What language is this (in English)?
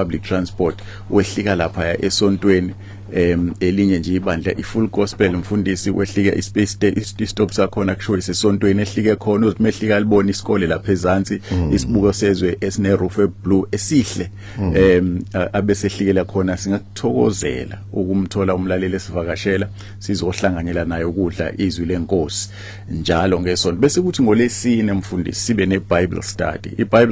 Zulu